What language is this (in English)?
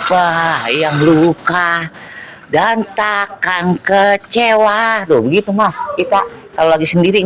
Betawi